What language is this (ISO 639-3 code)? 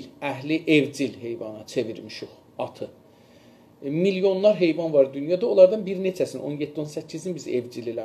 azb